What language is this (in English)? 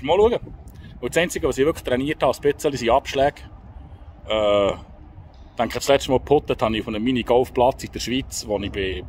Swiss German